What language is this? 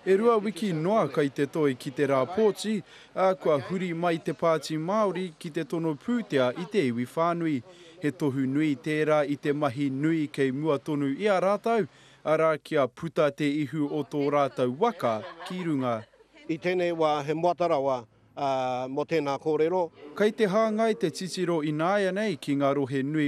Māori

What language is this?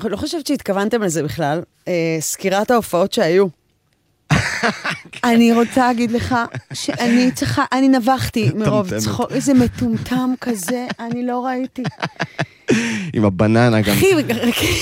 Hebrew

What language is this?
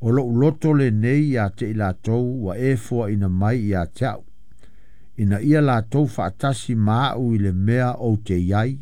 Samoan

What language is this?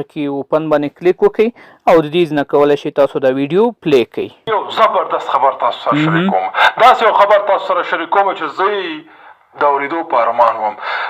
Pashto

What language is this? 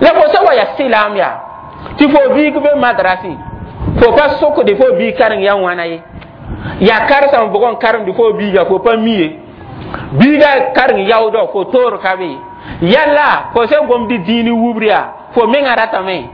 Mossi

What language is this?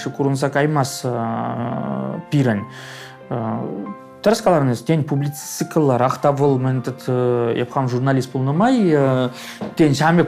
Chuvash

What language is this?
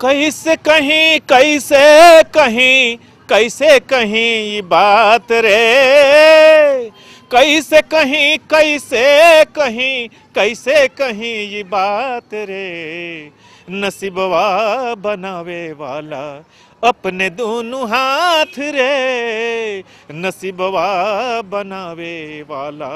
Maithili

